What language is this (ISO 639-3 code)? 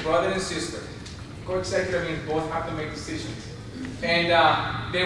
eng